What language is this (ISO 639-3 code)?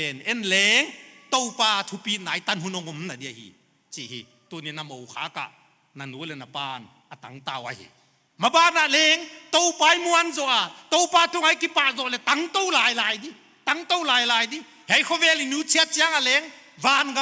pck